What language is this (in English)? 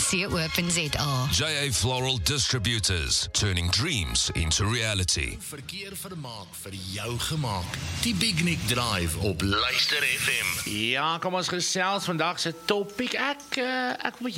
Afrikaans